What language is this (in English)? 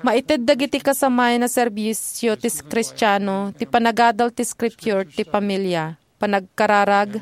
Iloko